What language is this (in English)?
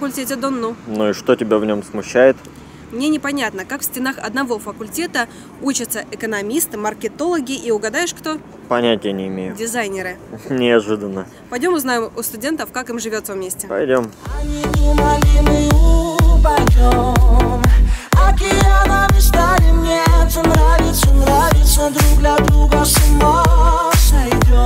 Russian